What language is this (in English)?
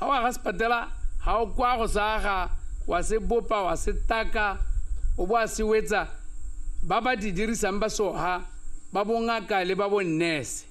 Tswana